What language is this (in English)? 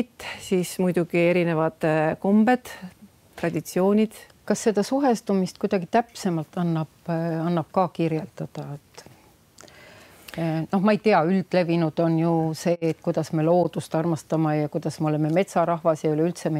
Estonian